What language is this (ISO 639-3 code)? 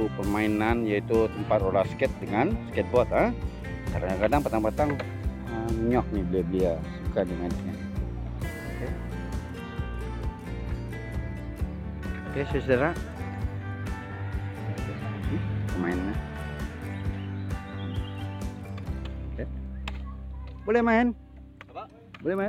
ind